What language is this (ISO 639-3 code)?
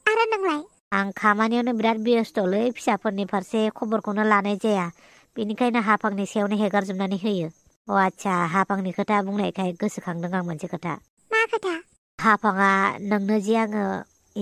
brx